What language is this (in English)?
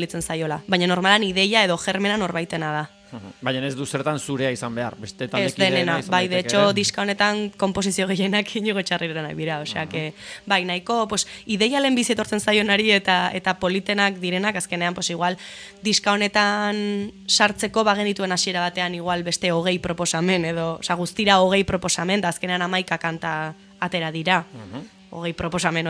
Basque